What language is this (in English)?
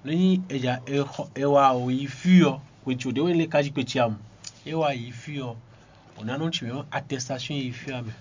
Fon